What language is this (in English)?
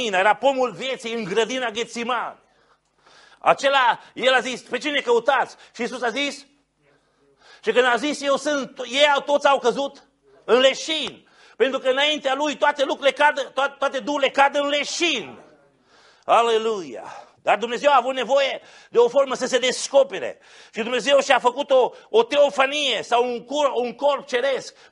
Romanian